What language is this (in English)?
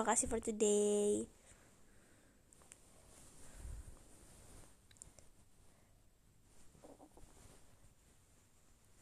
Indonesian